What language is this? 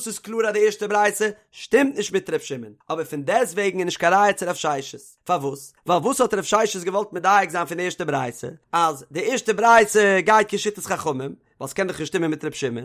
Yiddish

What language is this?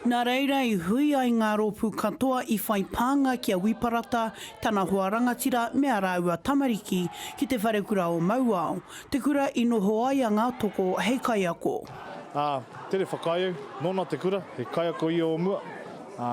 Māori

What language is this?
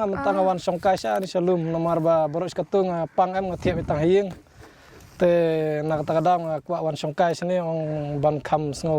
Khasi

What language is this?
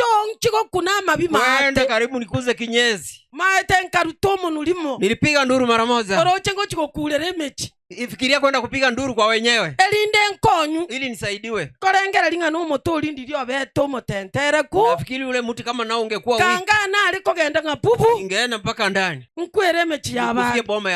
Gusii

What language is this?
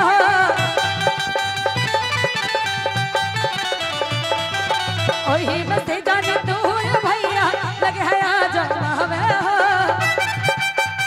Bhojpuri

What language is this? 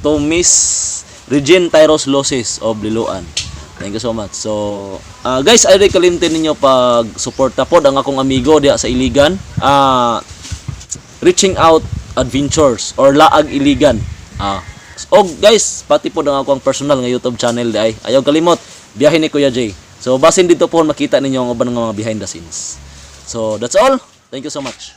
Cebuano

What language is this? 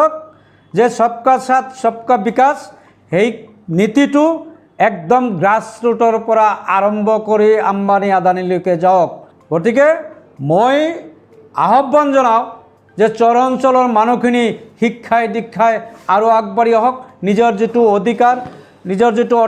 Assamese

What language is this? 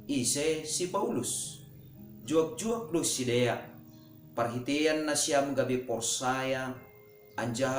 Batak Simalungun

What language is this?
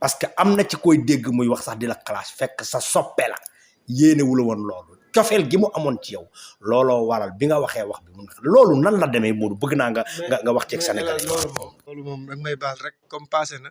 Wolof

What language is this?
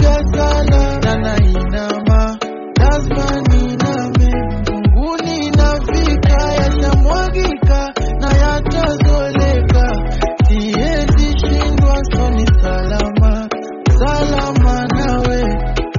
Swahili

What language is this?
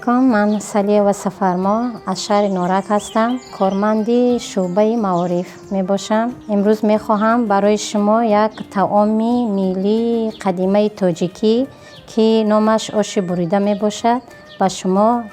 Tajik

